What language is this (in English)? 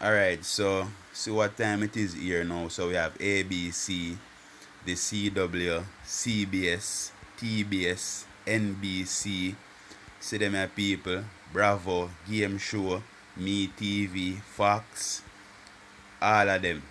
Jamaican Creole English